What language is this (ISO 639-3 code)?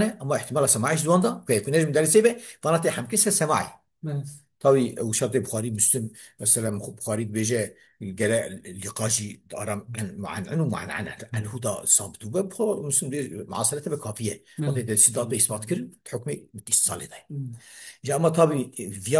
kur